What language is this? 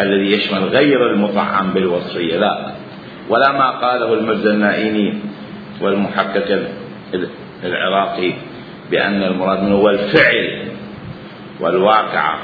Mesopotamian Arabic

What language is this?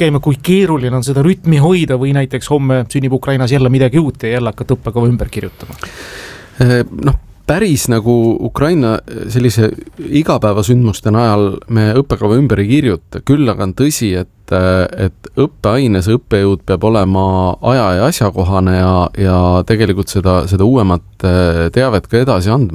Estonian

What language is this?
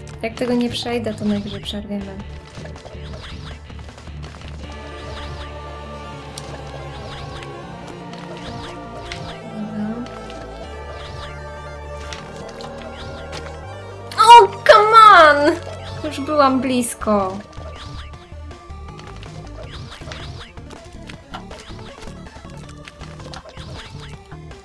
Polish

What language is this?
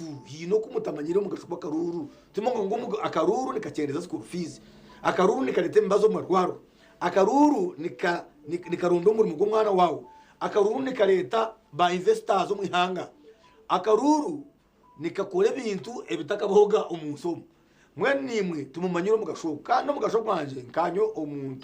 Nyankole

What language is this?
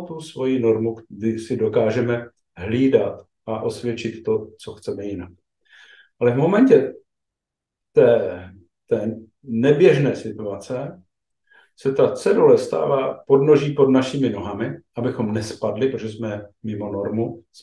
Czech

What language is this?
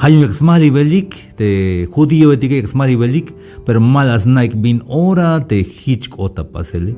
Tzeltal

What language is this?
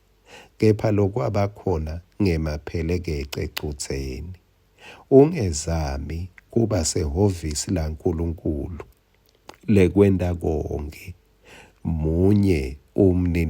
Swati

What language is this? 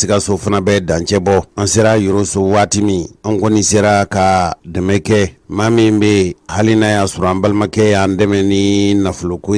Bambara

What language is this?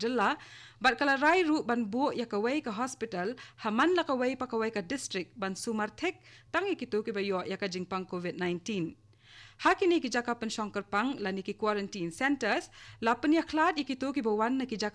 Khasi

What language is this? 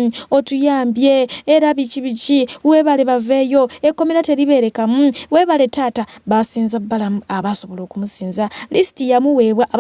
Ganda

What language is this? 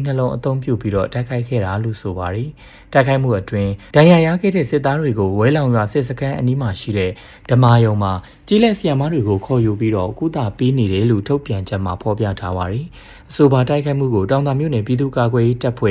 Burmese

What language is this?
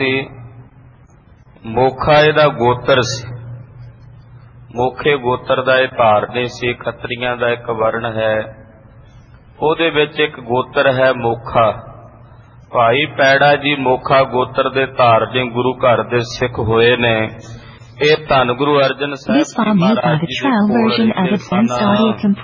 Punjabi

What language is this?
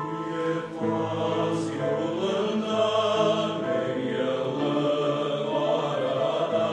Tatar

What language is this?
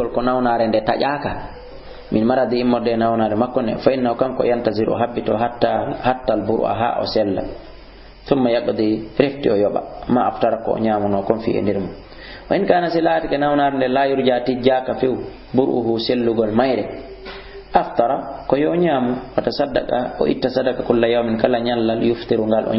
Fula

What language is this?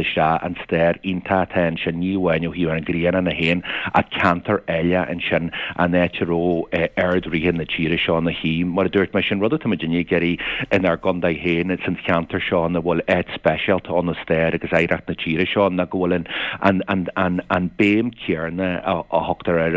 Irish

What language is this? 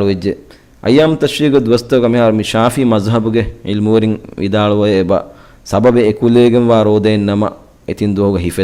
Divehi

